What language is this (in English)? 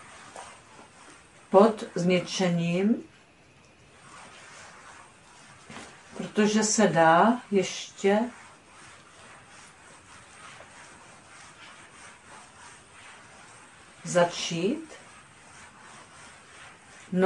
Czech